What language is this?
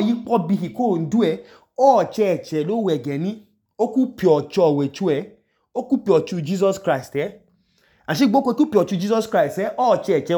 Idoma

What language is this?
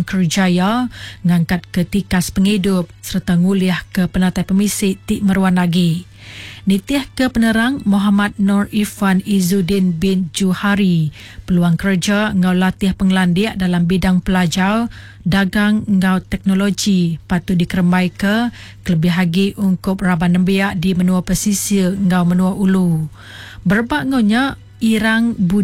Iban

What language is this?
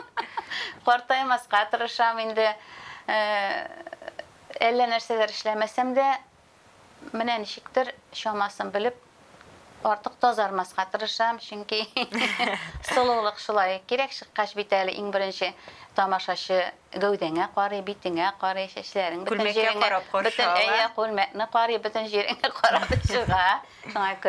Tatar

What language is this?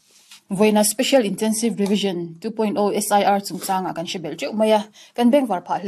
Mizo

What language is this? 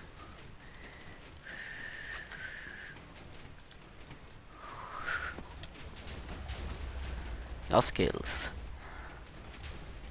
Swedish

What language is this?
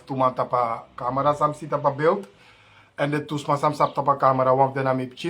Sranan Tongo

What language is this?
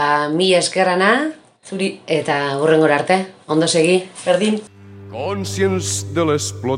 Basque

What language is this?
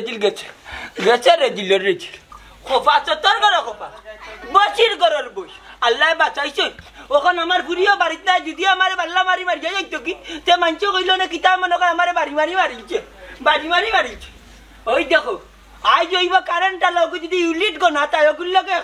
Sylheti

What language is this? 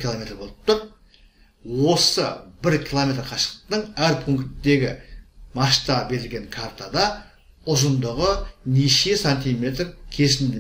Kazakh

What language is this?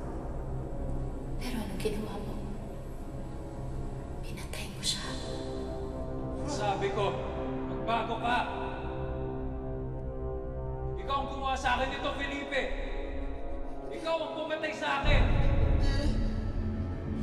Filipino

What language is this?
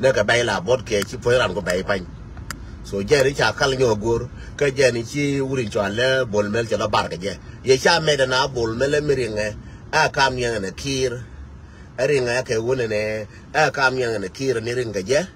Nuer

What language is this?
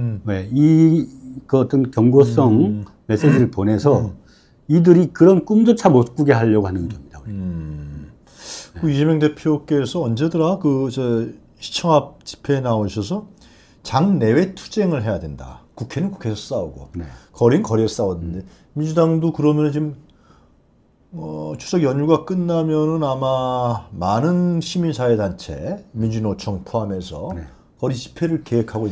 Korean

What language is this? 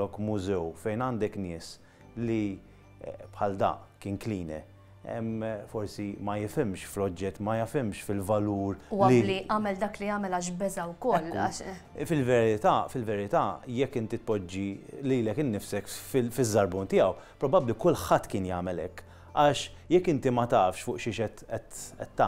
Maltese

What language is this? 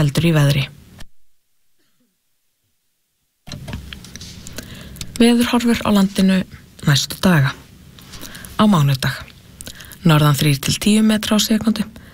Icelandic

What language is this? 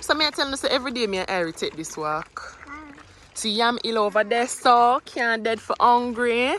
Jamaican Creole English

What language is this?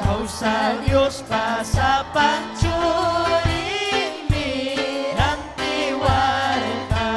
Ayacucho Quechua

